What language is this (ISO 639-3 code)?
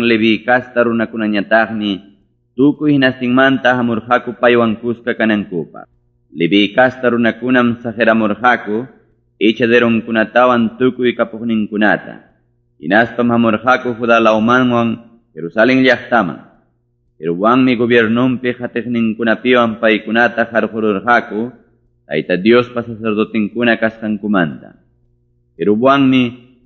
quy